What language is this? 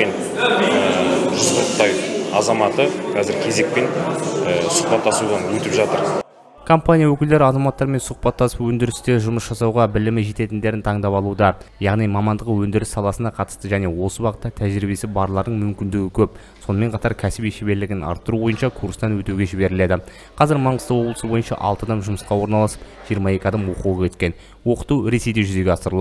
Kazakh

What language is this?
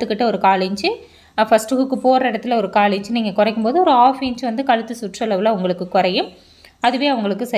Tamil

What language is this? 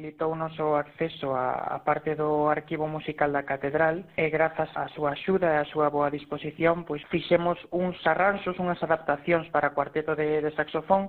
Galician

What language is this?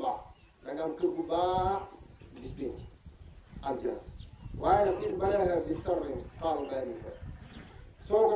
Wolof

